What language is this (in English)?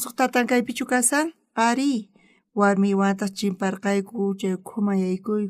South Bolivian Quechua